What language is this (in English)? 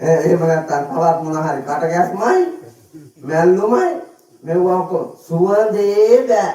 Sinhala